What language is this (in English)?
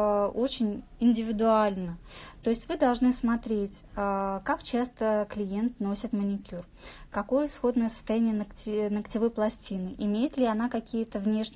Russian